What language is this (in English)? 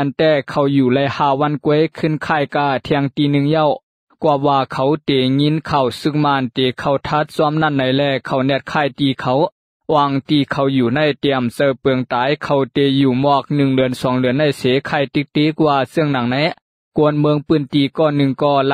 Shan